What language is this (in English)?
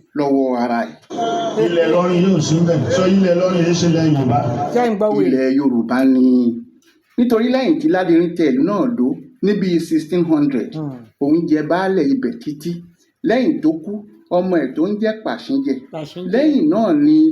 Yoruba